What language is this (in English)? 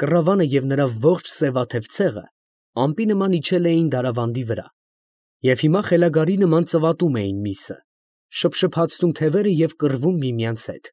Armenian